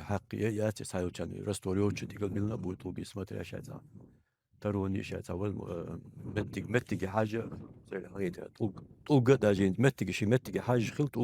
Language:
Chechen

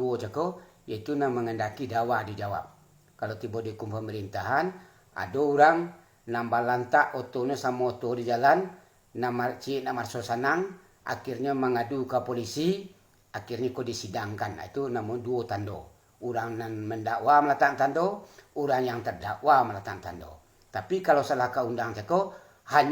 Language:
Minangkabau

